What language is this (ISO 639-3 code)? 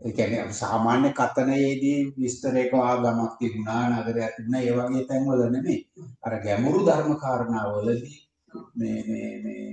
sin